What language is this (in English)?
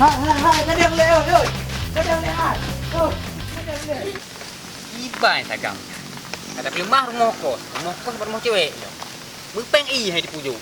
Achinese